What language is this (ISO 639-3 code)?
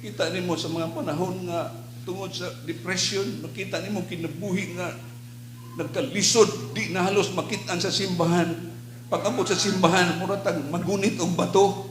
ceb